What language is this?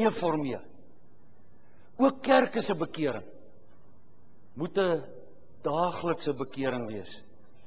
Afrikaans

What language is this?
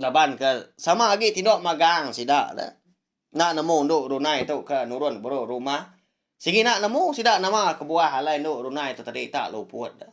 Iban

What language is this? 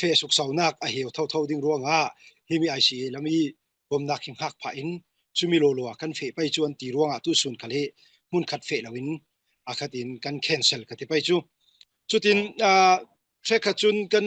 Falam Chin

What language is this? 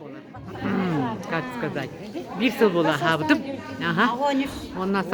Yakut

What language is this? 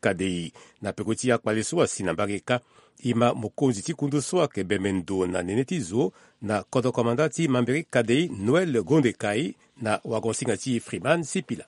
Sango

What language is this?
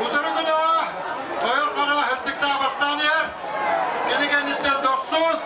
Yakut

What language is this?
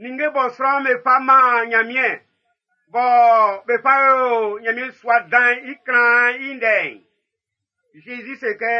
Baoulé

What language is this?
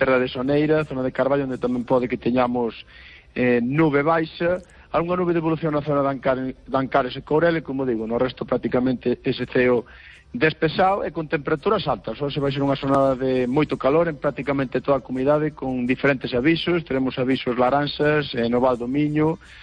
Galician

